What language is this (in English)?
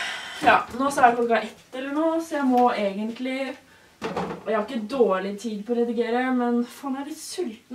Norwegian